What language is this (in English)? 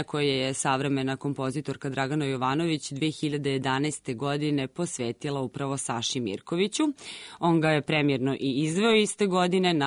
Serbian